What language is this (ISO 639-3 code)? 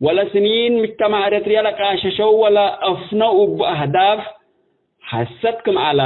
tig